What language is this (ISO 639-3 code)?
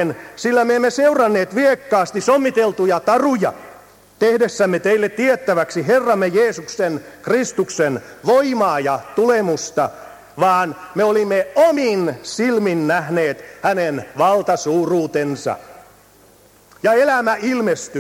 fin